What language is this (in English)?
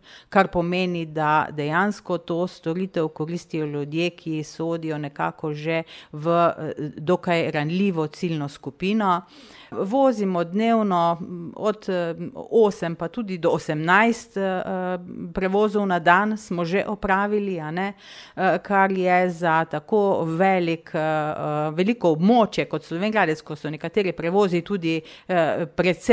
Slovenian